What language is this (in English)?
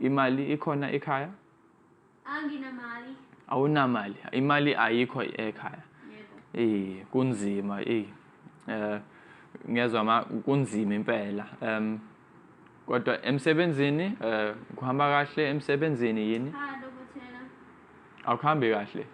Zulu